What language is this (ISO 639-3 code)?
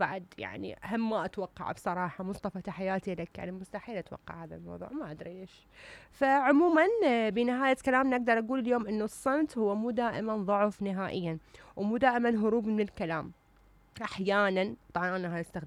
acm